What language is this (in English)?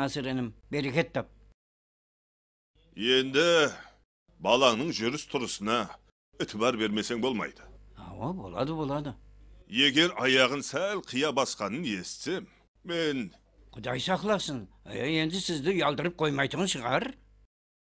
Kara-Kalpak